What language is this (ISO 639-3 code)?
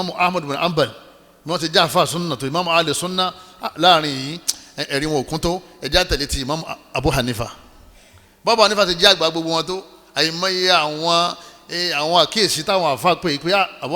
yor